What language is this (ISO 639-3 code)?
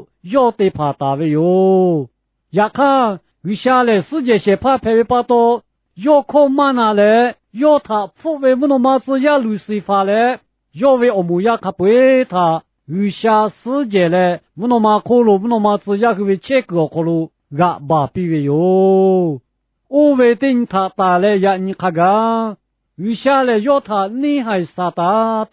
lhu